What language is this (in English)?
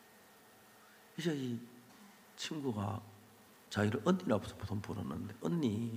Korean